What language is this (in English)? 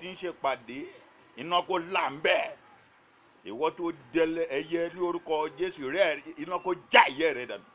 Yoruba